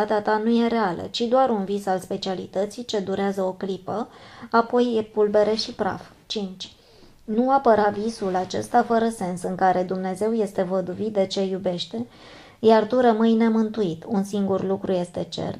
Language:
Romanian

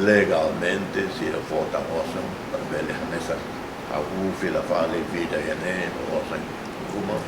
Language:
Tetum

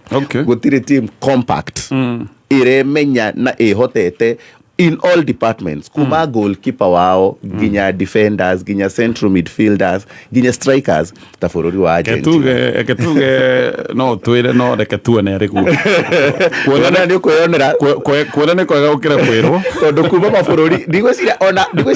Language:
Kikuyu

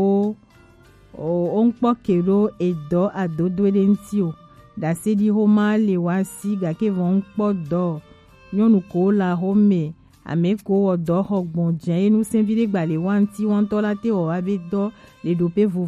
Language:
Gen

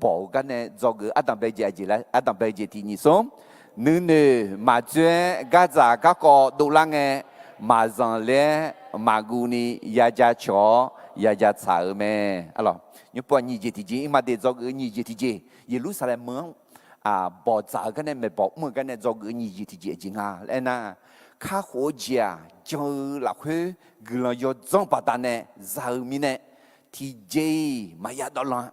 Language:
Akha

